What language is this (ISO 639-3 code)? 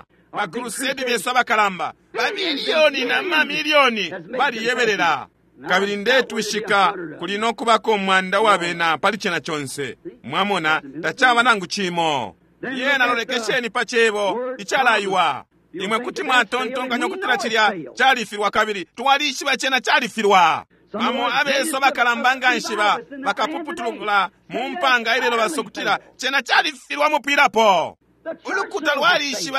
bem